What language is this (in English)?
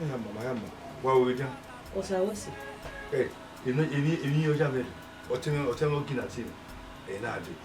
Bini